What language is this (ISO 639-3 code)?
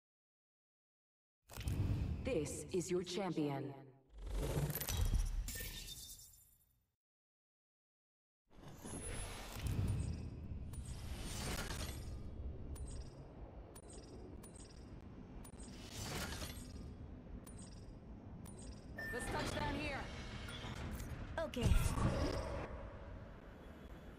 eng